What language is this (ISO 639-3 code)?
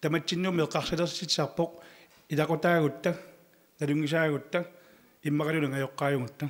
kal